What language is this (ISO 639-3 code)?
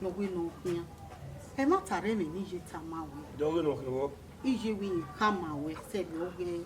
bin